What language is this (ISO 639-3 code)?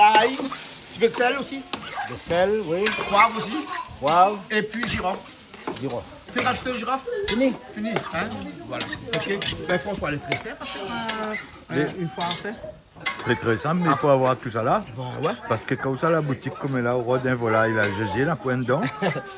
rcf